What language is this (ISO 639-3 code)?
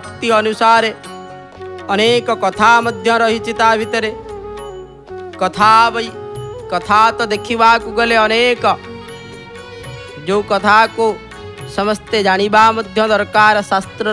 ori